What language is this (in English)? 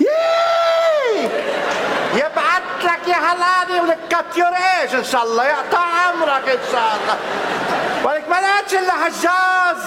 North Levantine Arabic